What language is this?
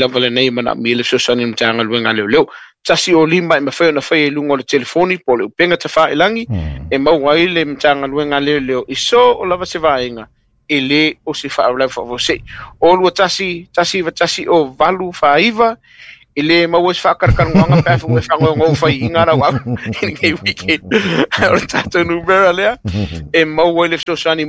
Samoan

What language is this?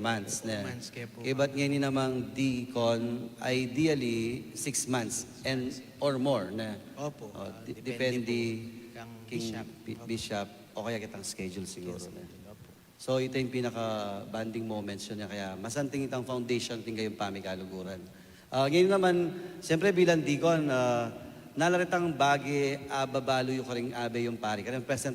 Pampanga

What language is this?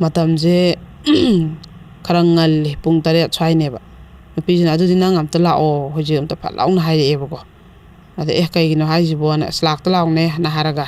Manipuri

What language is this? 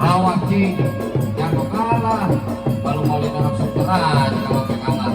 Betawi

